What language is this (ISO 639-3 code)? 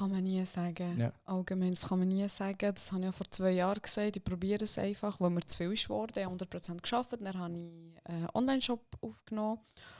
gsw